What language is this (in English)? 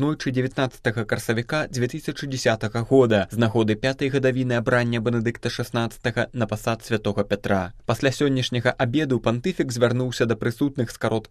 Belarusian